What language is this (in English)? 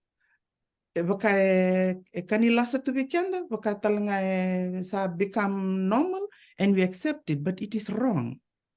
Fijian